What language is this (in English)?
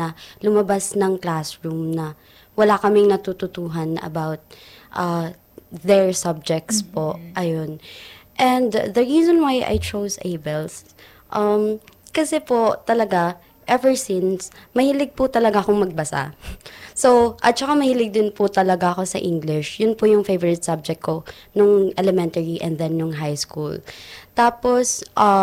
Filipino